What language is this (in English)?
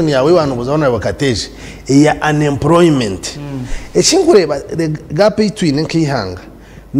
Nyankole